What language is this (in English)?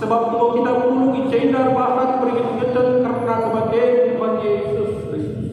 Batak Karo